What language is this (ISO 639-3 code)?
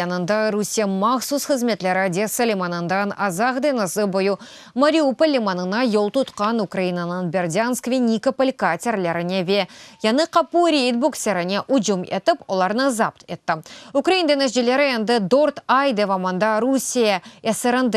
crh